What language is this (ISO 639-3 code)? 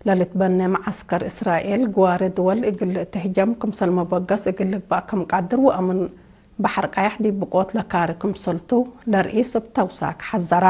tig